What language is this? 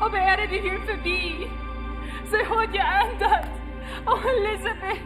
Plautdietsch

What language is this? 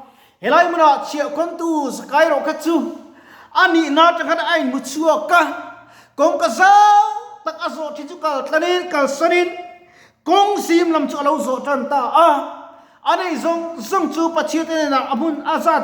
Mizo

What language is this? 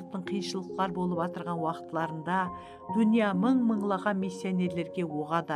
Kara-Kalpak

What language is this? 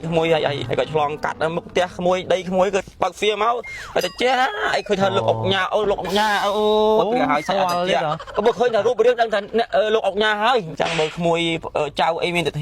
Khmer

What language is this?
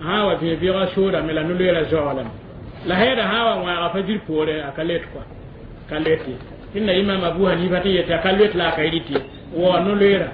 Mossi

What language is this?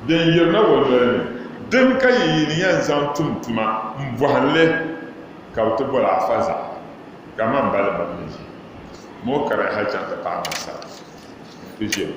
Dagbani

